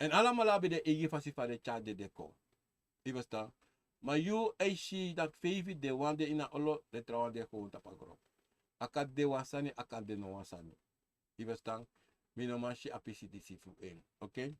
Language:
Sranan Tongo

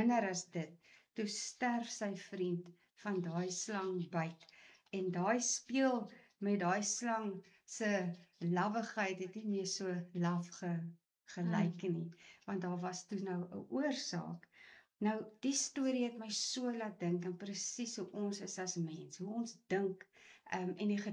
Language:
Afrikaans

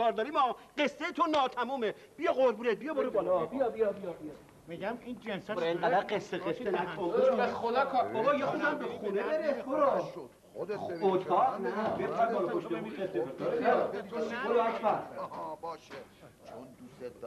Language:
Persian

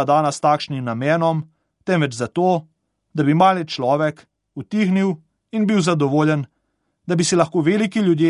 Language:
Slovenian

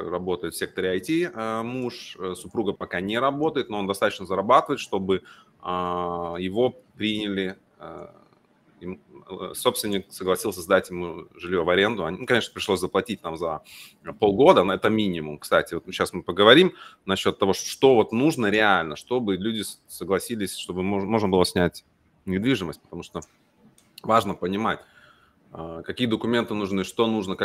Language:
Russian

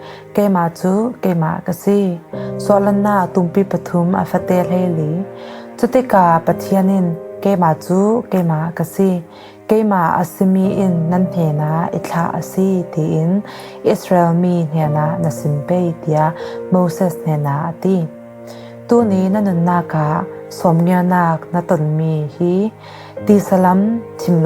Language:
Falam Chin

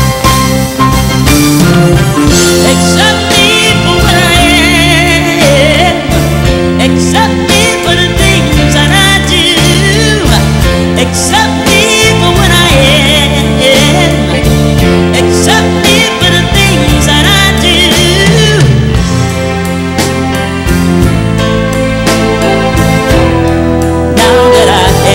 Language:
English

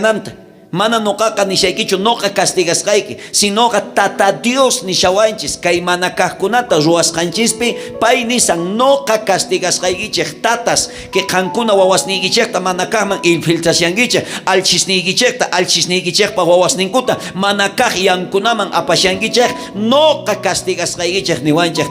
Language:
South Bolivian Quechua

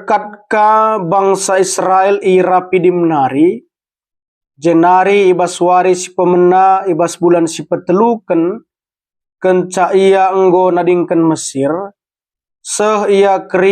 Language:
Batak Karo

